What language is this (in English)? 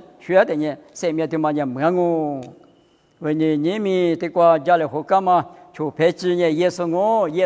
Lisu